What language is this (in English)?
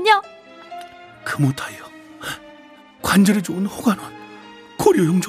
Korean